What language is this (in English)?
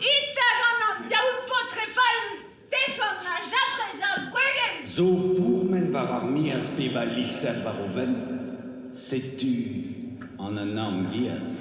Breton